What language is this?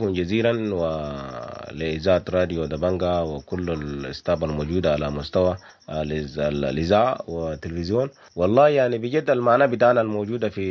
Sudanese Arabic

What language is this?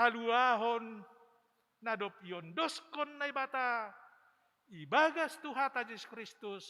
Batak Simalungun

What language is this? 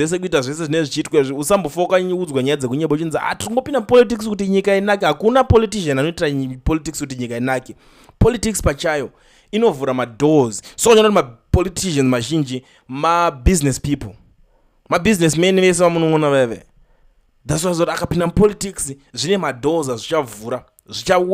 Shona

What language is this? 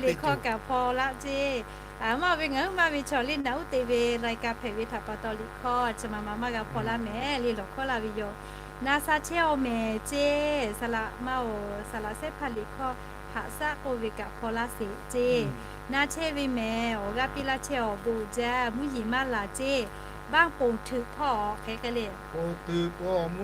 Lahu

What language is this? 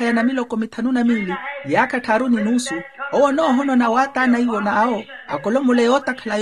Makhuwa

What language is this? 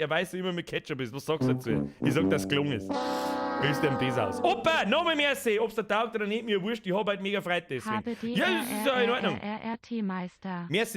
Bavarian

